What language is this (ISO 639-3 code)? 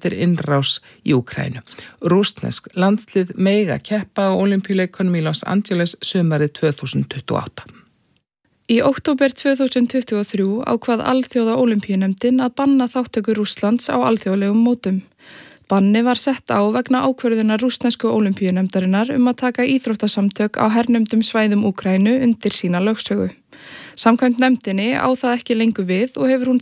isl